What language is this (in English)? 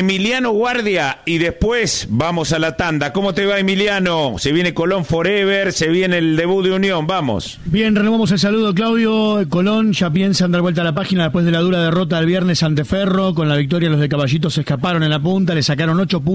Spanish